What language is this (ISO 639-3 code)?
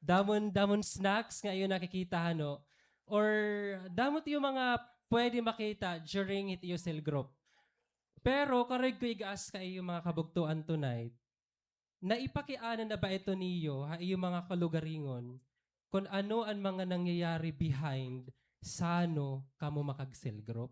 war